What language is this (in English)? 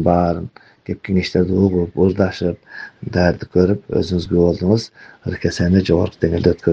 Kyrgyz